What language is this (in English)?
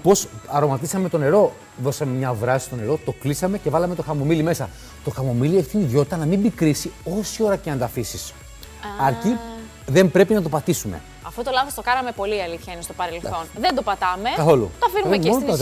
Greek